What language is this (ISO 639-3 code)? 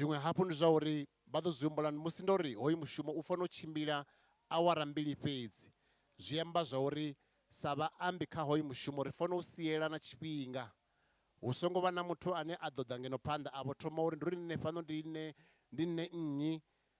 ven